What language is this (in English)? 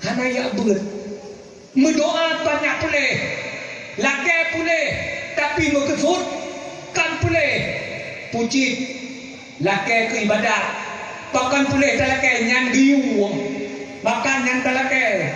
Achinese